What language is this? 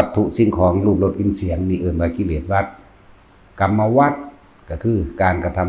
Lao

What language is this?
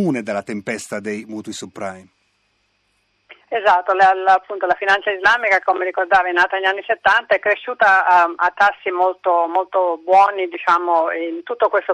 Italian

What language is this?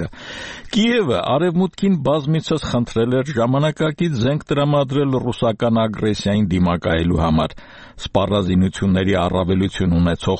Armenian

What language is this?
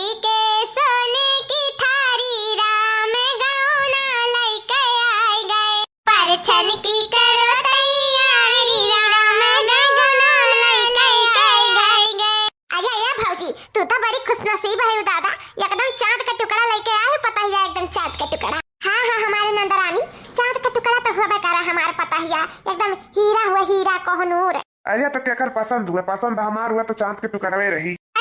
Awadhi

